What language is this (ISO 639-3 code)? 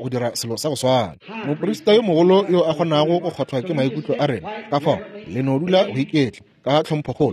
nso